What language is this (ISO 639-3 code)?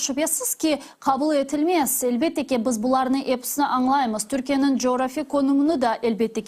crh